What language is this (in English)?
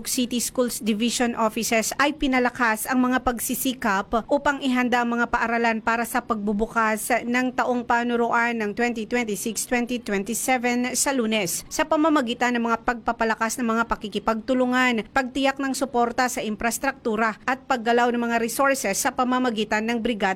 Filipino